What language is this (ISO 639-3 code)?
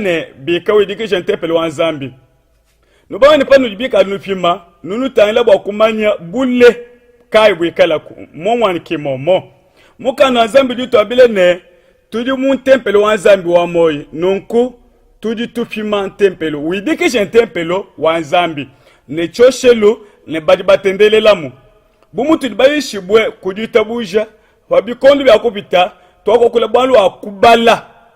lua